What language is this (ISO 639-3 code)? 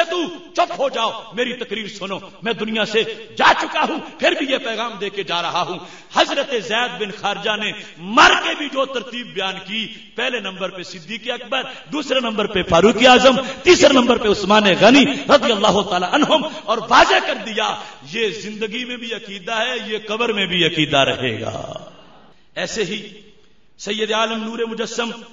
urd